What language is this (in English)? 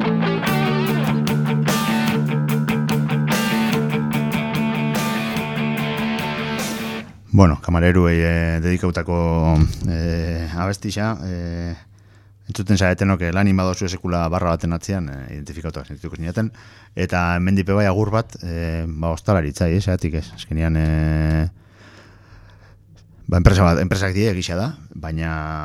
Basque